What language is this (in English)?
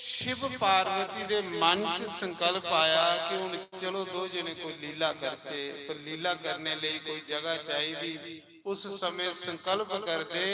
Dogri